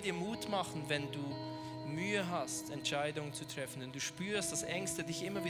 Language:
Swiss German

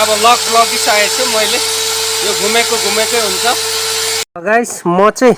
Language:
Nepali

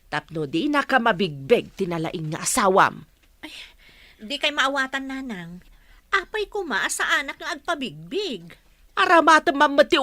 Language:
Iloko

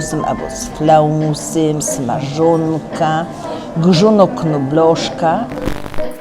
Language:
Silesian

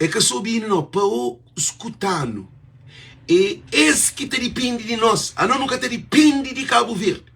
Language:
Kabuverdianu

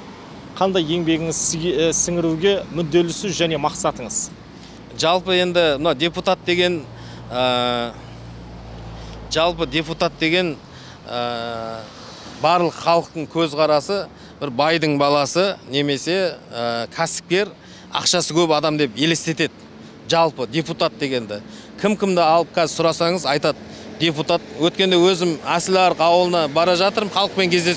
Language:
Kazakh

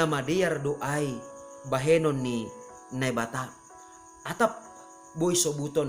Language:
Batak Simalungun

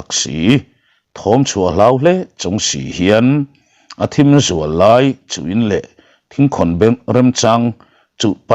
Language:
Mizo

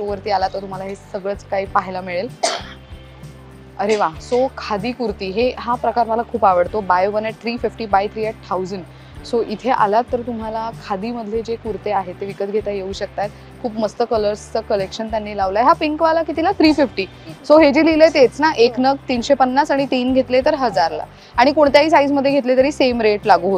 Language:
Marathi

